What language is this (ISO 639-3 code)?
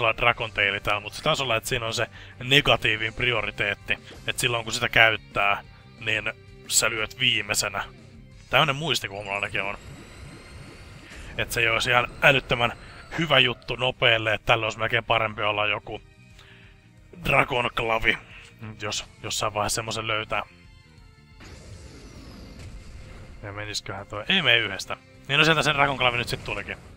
fin